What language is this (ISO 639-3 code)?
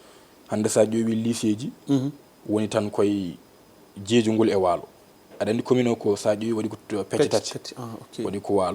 ful